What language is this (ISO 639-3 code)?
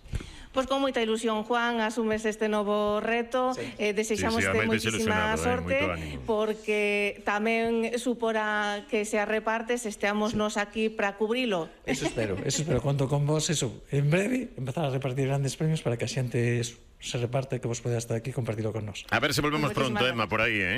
glg